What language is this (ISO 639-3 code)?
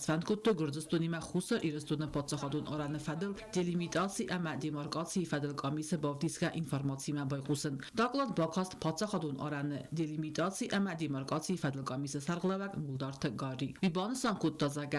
oss